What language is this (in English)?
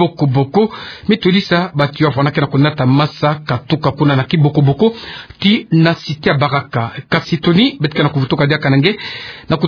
Kituba (Democratic Republic of Congo)